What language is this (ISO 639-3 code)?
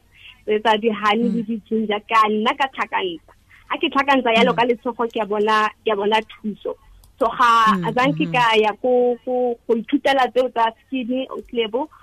tsn